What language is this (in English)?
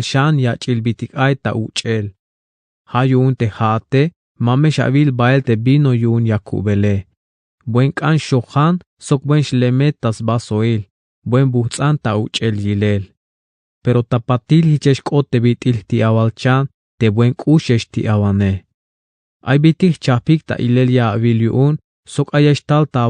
Tzeltal